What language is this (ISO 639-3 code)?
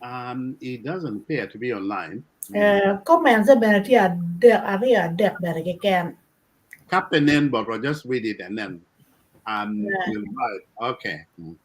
ach